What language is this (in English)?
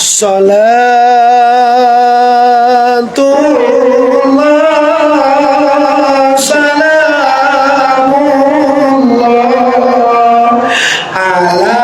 Minangkabau